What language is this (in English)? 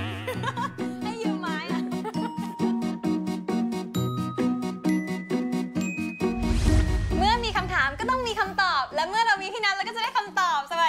Thai